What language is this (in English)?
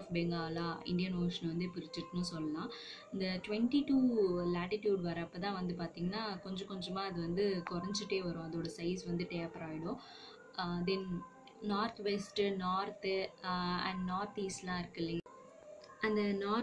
Tamil